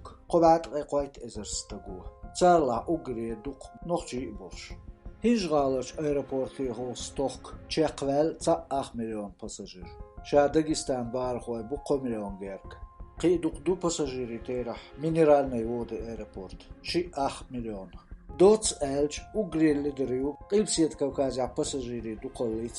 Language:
Chechen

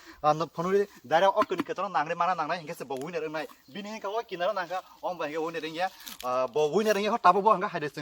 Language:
Kok Borok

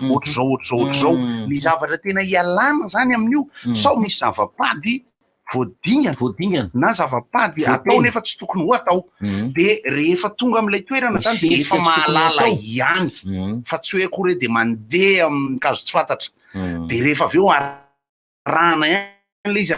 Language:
Malagasy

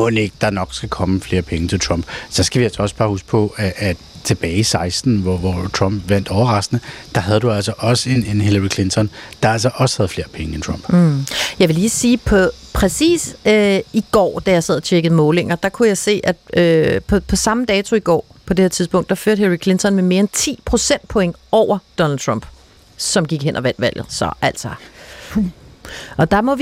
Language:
Danish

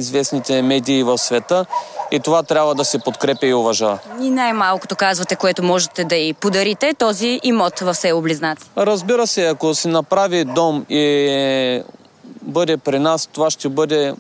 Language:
Bulgarian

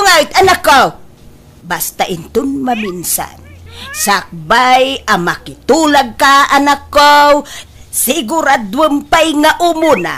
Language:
Iloko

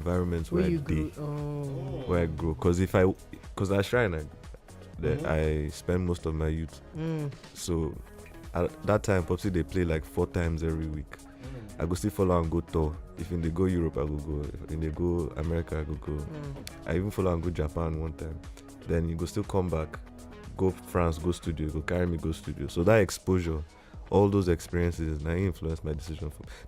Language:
Nigerian Pidgin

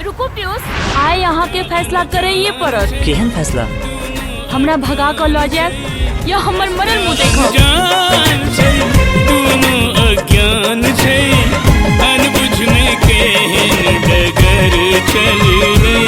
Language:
Maithili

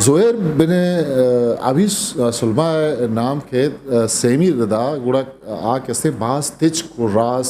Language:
Eastern Balochi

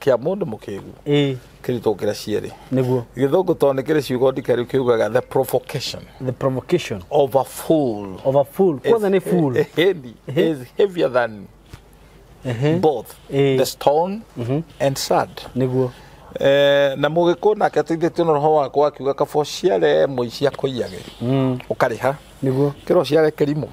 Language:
Kikuyu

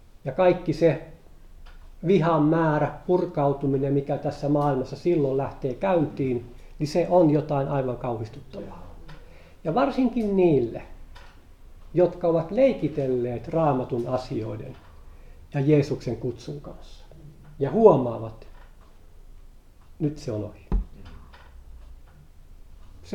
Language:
Finnish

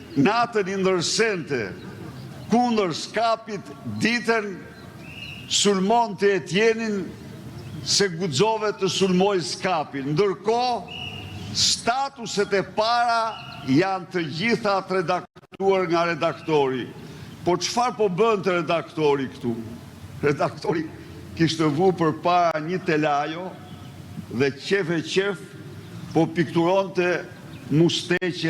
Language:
Albanian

